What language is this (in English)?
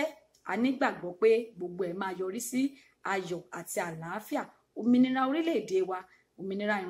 Yoruba